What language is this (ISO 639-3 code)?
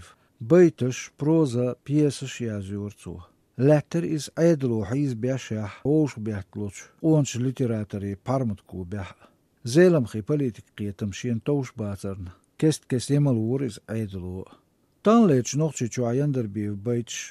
che